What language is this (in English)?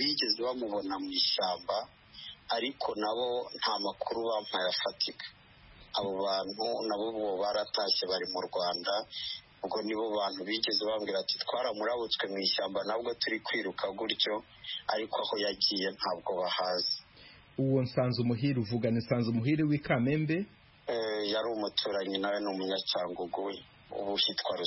Kinyarwanda